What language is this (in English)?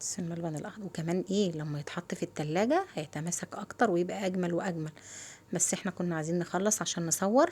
Egyptian Arabic